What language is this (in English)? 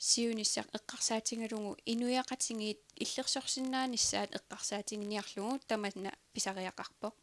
Kalaallisut